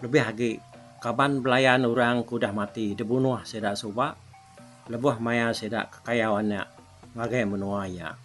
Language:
Iban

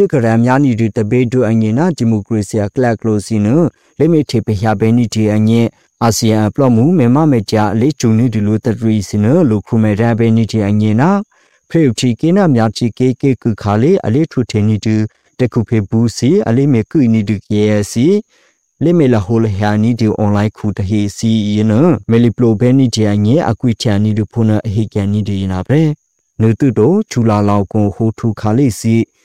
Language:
Burmese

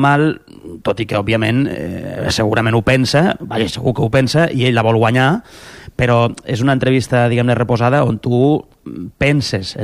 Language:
Catalan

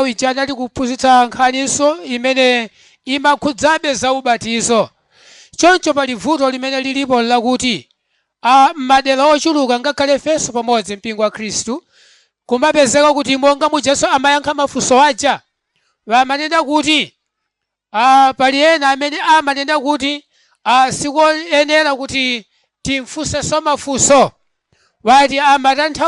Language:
Nyanja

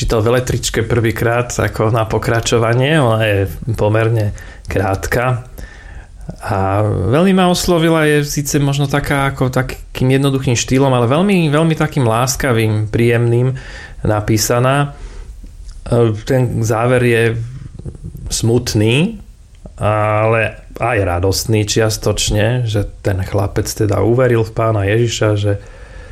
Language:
Slovak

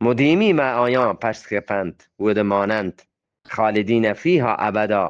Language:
Eastern Balochi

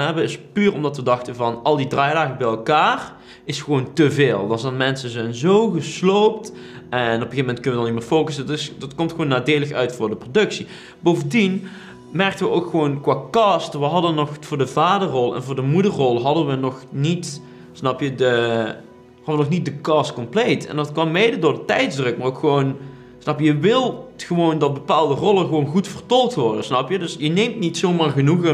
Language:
Dutch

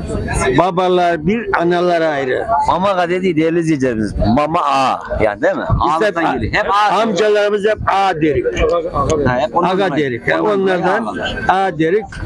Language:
Turkish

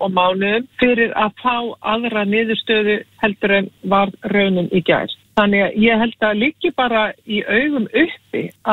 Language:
Icelandic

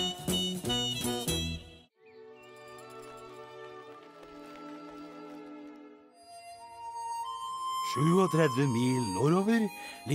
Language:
Norwegian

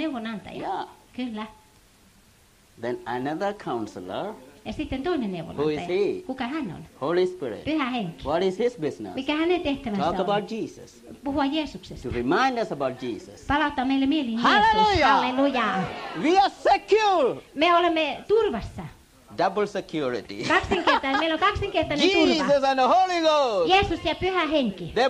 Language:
Finnish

